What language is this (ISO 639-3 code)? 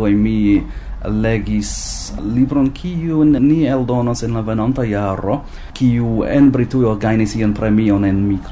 epo